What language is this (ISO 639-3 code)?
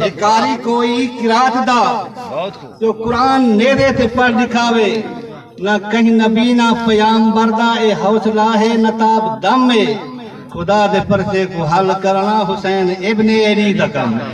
skr